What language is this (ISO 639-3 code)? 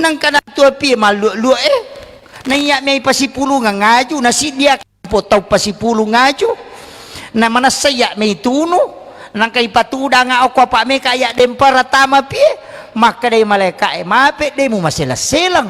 bug